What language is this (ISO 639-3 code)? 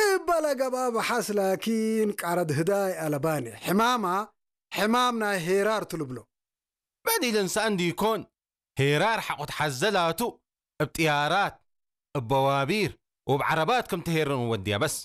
tir